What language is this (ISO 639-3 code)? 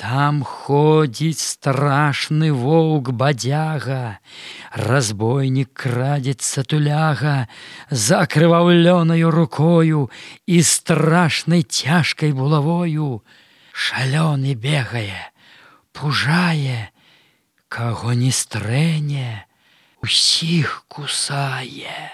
bel